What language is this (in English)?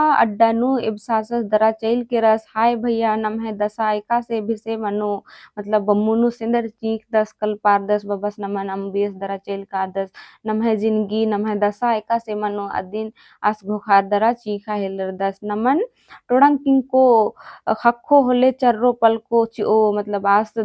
Kurukh